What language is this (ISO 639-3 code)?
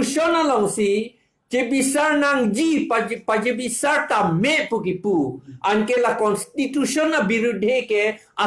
mjw